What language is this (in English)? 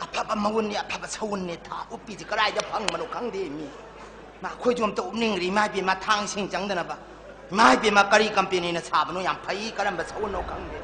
Manipuri